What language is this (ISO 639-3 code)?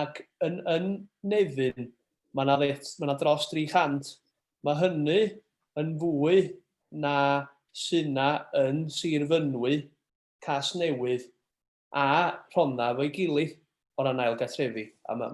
cym